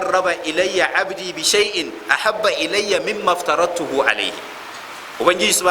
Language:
Hausa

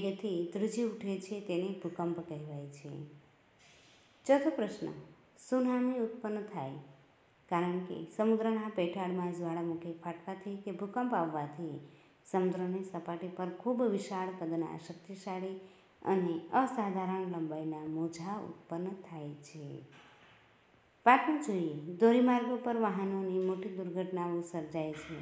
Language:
Gujarati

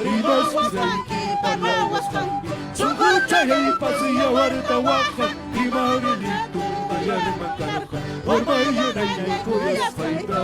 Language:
Ayacucho Quechua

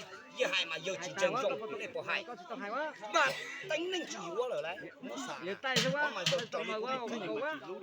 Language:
Hmong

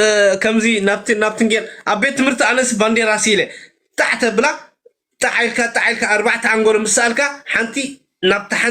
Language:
Tigrinya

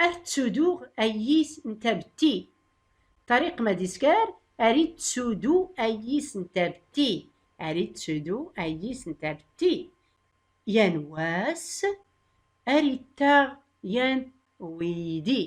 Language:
Tachelhit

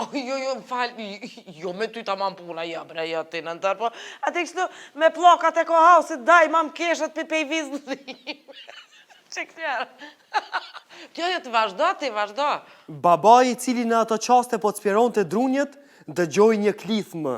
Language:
Albanian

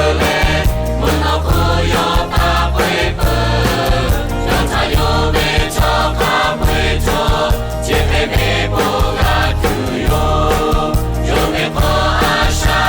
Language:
Lahu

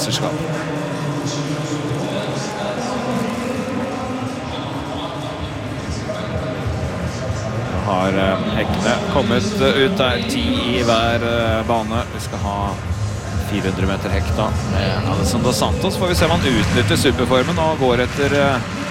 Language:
Norwegian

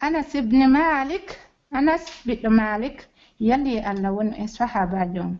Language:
Pular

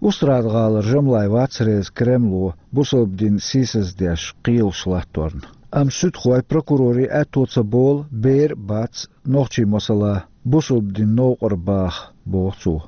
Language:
Chechen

